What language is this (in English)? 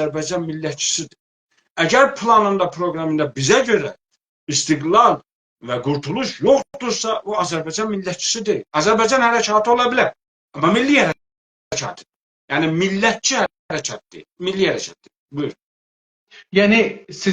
South Azerbaijani